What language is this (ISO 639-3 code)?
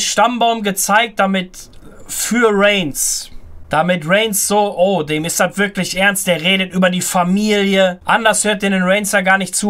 deu